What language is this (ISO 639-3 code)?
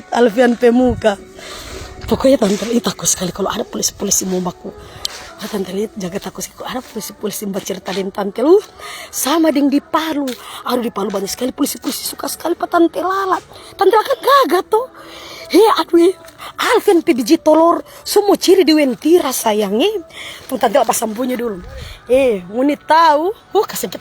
xmm